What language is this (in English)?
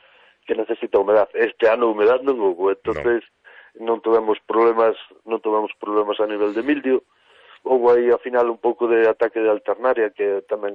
Galician